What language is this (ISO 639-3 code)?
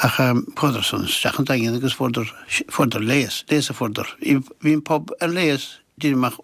gle